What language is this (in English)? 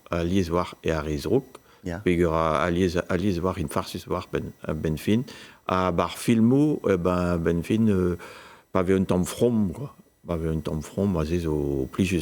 Breton